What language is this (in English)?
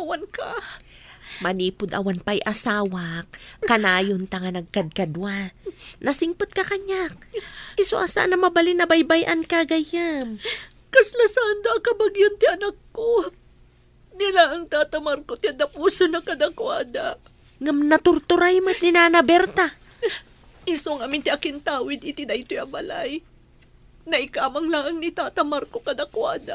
Iloko